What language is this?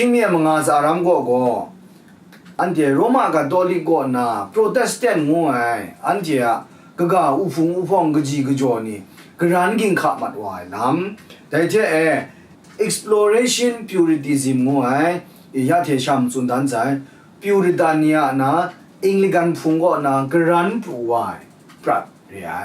Kachin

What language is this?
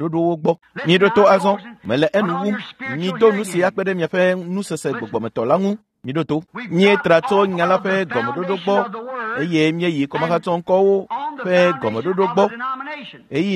Ewe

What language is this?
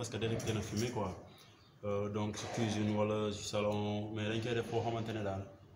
Wolof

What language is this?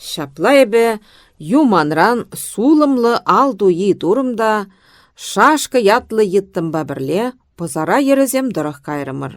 Chuvash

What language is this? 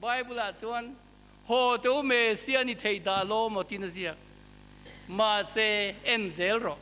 Mizo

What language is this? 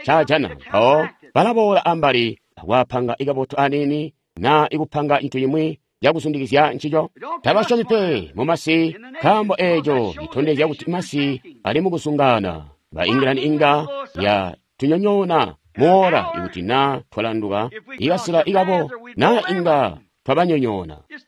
Tonga (Zambia)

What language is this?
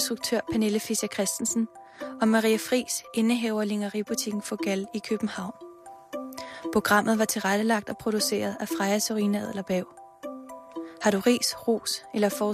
Danish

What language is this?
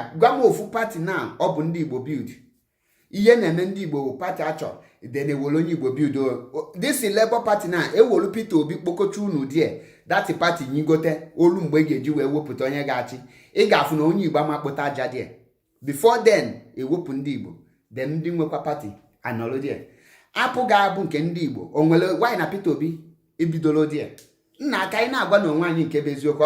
Igbo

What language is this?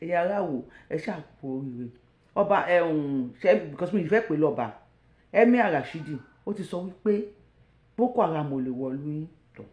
Yoruba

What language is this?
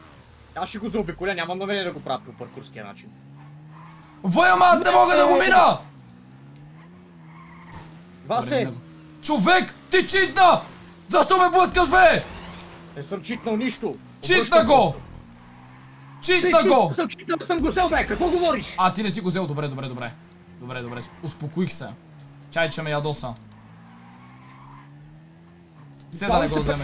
Bulgarian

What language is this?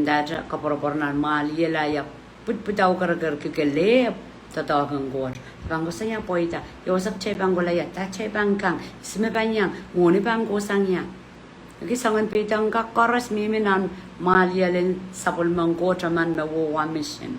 Pohnpeian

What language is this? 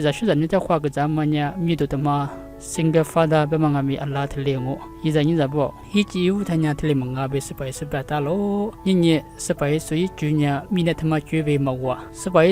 Lisu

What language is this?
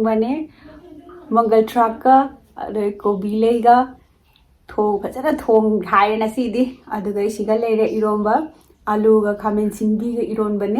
Manipuri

